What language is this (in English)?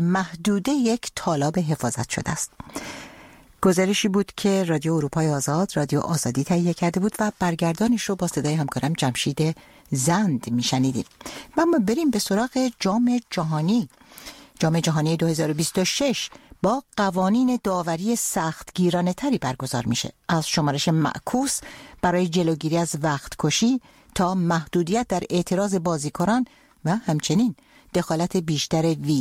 Persian